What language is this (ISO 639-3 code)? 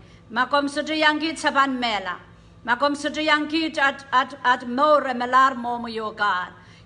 pon